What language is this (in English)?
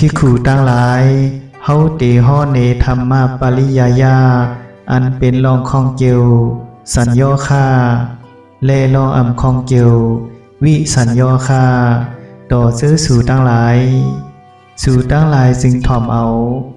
Shan